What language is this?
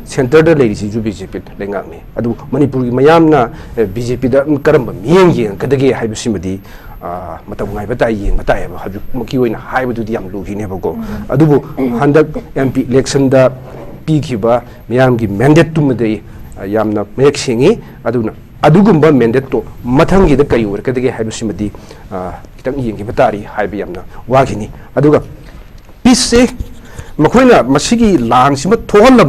Manipuri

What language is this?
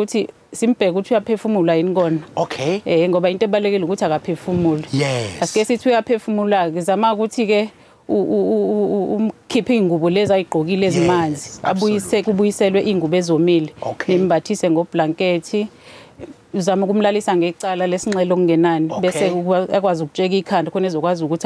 Zulu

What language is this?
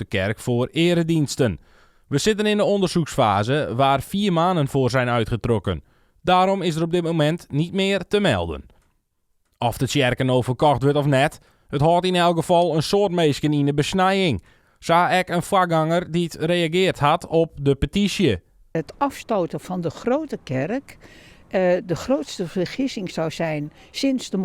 Western Frisian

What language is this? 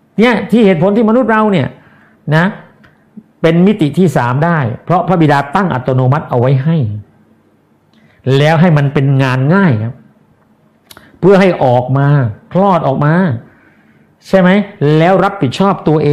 Thai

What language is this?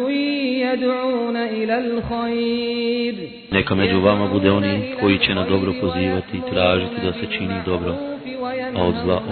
Bosnian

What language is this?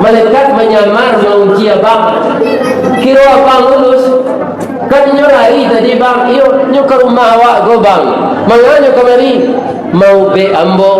Minangkabau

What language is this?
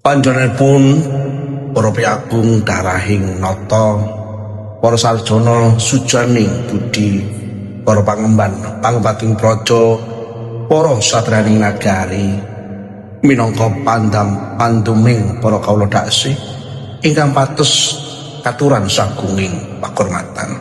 Javanese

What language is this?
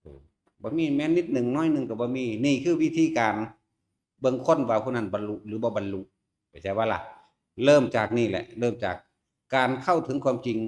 Northeastern Thai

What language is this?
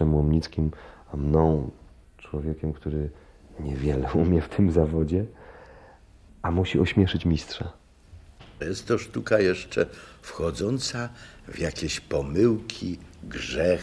Polish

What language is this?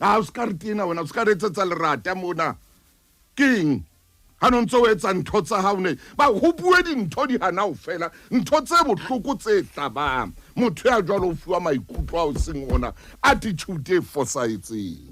Southern Sotho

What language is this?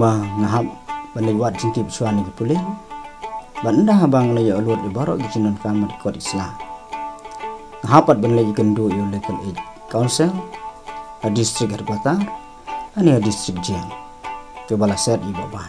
Khasi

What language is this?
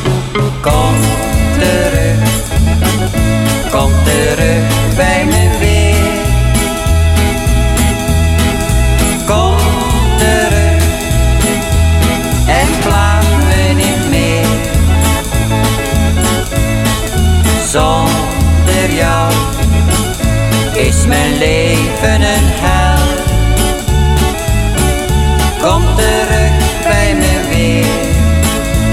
Dutch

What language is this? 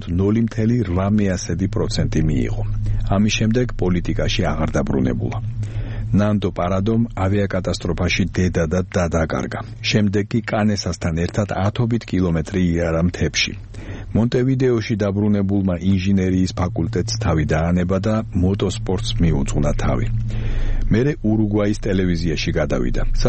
Georgian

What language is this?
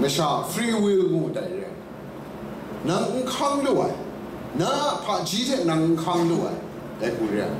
Kachin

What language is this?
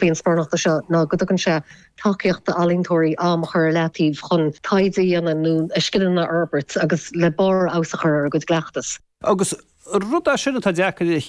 Irish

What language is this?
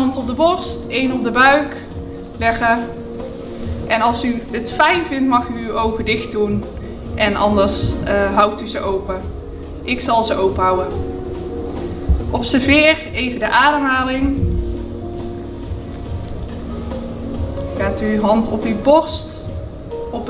Dutch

